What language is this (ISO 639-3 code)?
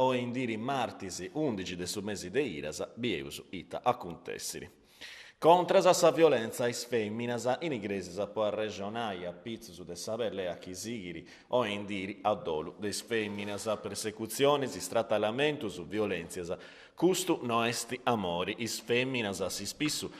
srd